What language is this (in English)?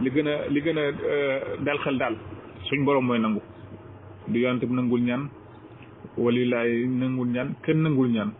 Wolof